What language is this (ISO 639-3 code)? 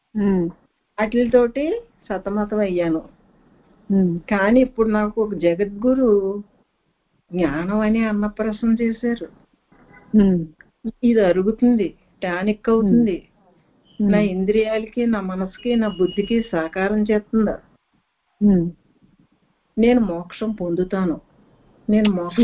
tel